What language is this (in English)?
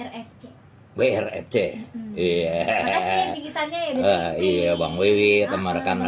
Betawi